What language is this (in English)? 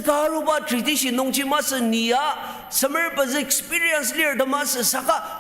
Ao Naga